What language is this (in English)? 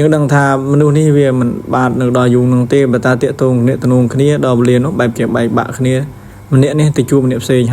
Khmer